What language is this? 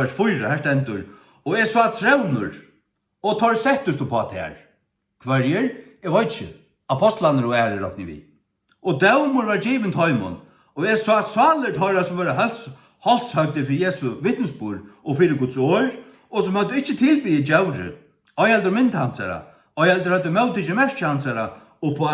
Faroese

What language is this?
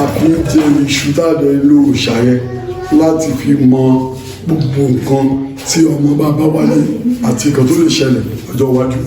Yoruba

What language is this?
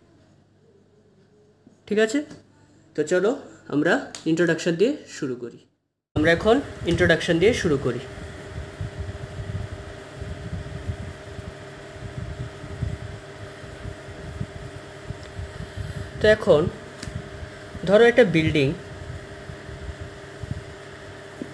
Bangla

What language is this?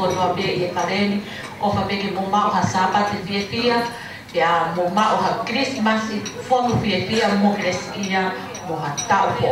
Tongan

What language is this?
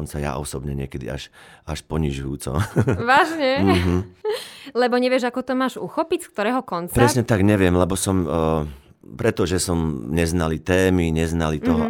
Slovak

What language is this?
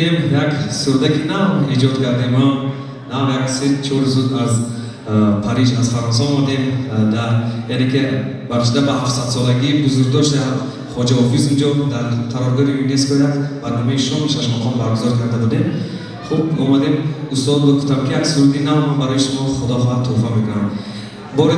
Tajik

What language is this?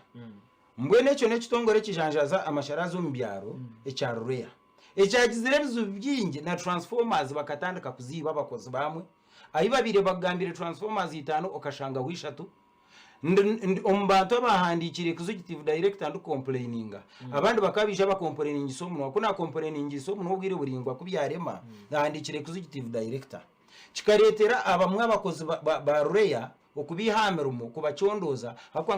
Nyankole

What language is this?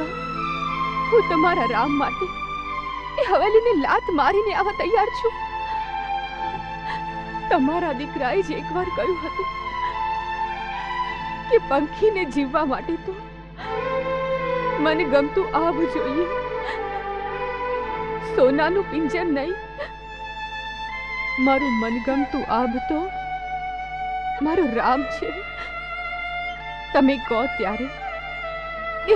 Gujarati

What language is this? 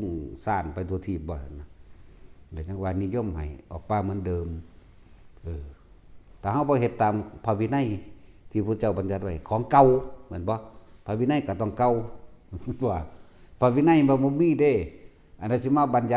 Northeastern Thai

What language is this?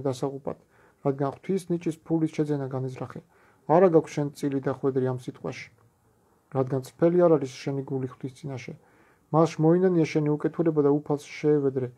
Georgian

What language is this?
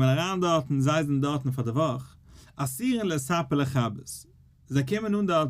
Yiddish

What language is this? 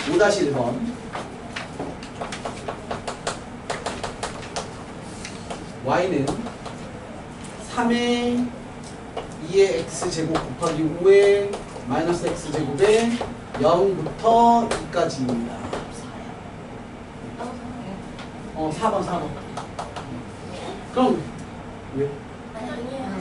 Korean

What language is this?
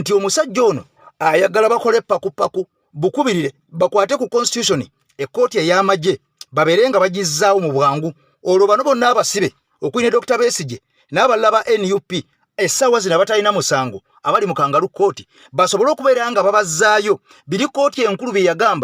Ganda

